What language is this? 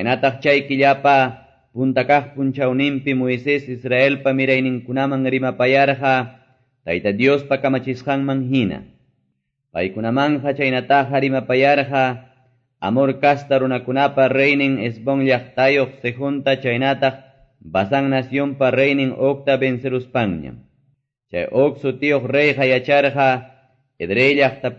Quechua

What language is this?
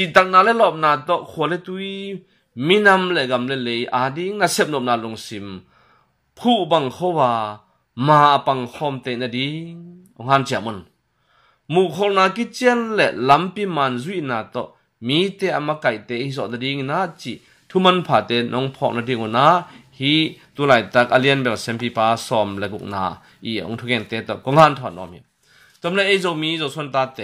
Tedim Chin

